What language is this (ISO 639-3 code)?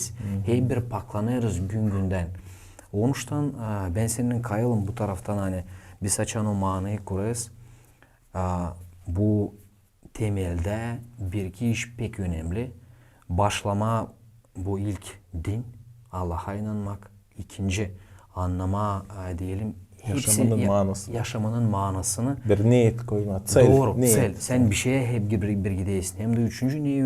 gag